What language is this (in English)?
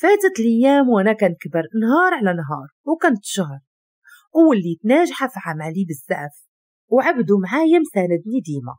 Moroccan Arabic